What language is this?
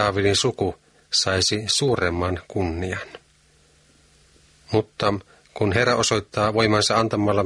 Finnish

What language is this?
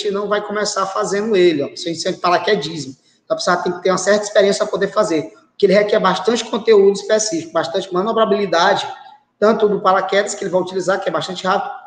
Portuguese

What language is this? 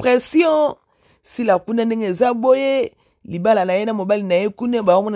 Lingala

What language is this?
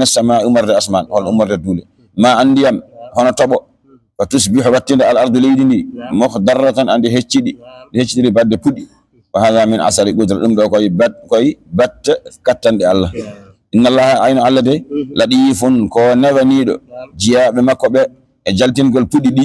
Fula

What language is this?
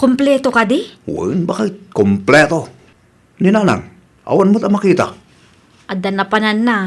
Iloko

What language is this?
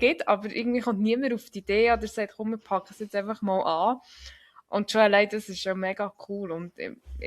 Swiss German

